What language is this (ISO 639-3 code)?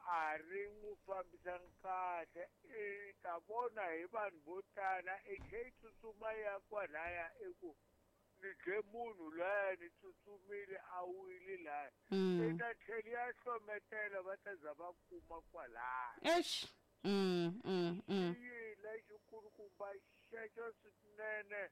tso